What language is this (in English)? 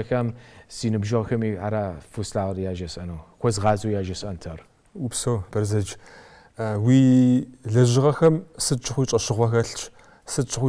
Kabardian